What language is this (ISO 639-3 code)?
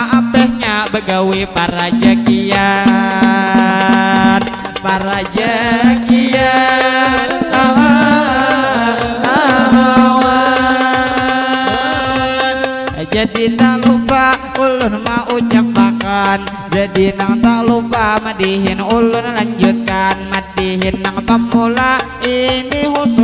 bjn